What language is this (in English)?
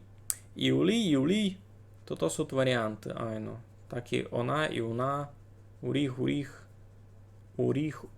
Rusyn